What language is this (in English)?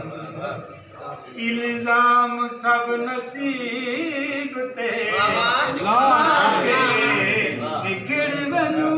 Saraiki